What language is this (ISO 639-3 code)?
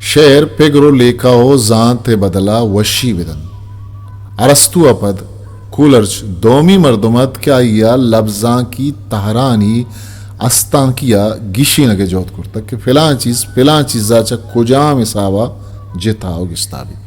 bgp